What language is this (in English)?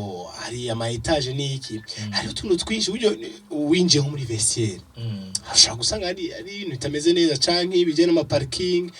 Rundi